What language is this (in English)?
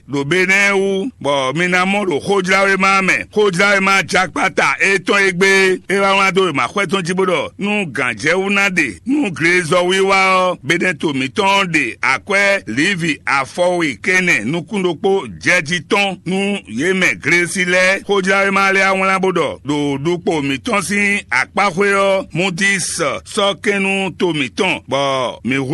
Fon